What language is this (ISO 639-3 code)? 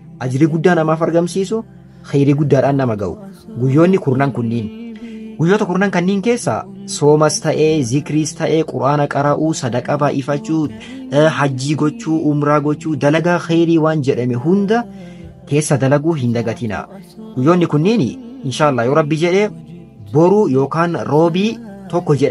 orm